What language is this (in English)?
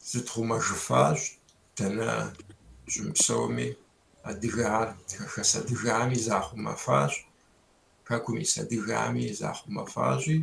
Kabardian